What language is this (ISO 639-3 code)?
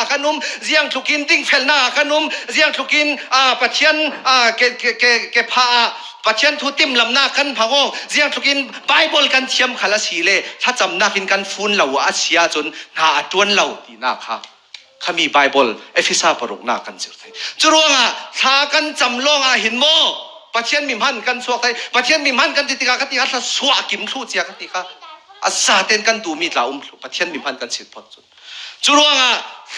cfm